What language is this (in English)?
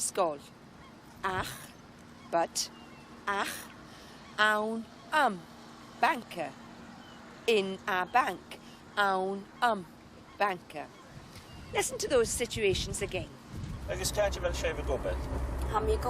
Scottish Gaelic